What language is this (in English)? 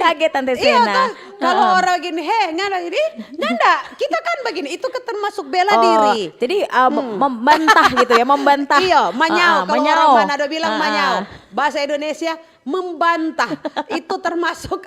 Manado Malay